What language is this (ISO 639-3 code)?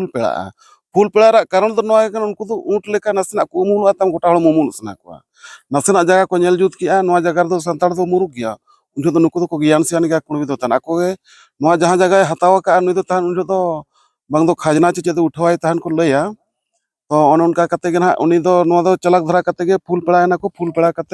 sat